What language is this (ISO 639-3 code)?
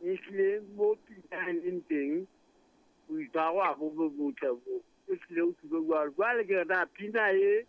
sot